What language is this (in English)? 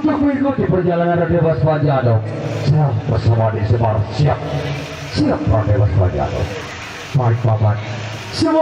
Sasak